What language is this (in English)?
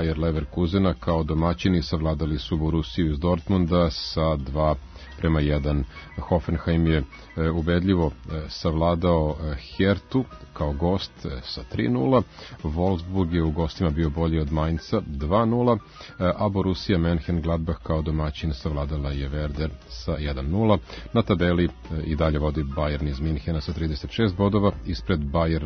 Serbian